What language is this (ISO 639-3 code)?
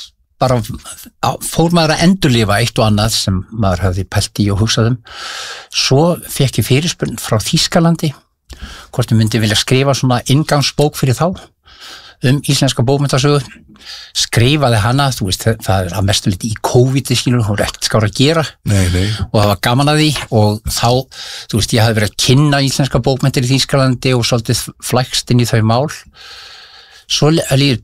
isl